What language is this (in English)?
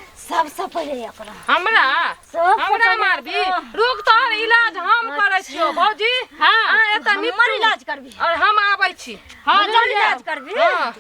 Maithili